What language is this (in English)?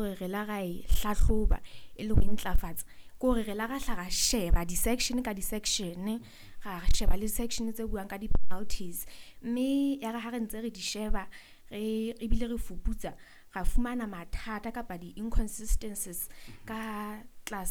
Southern Sotho